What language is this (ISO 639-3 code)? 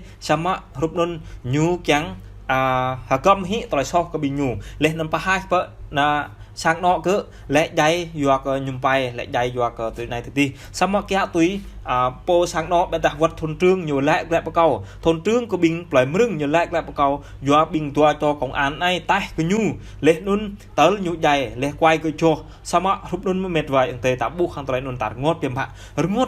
jra